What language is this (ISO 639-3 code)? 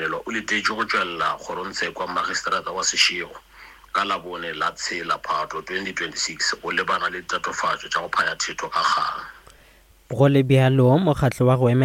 nso